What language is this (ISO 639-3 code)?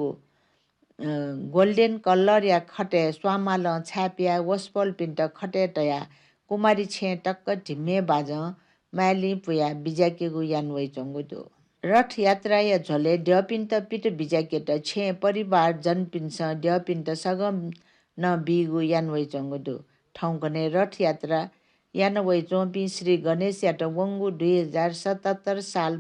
new